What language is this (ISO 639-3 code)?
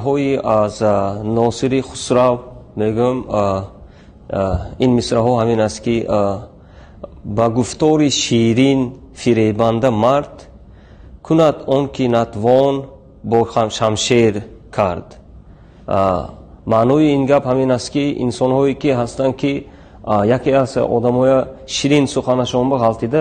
tgk